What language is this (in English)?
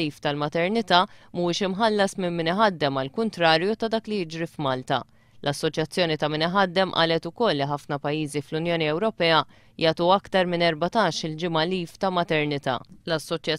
Maltese